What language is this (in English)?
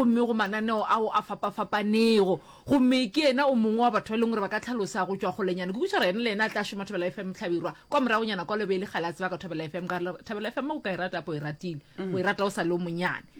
Northern Sotho